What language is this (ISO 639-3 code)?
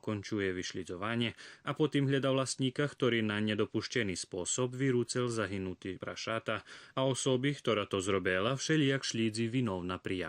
rue